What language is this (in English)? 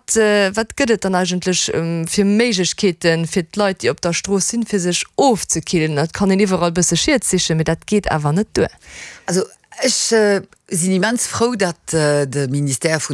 Luxembourgish